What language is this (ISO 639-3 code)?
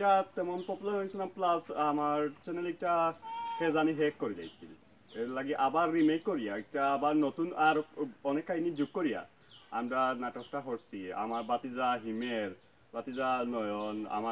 syl